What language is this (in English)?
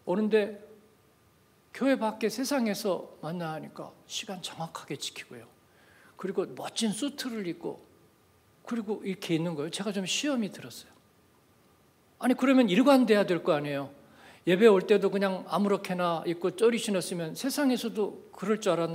Korean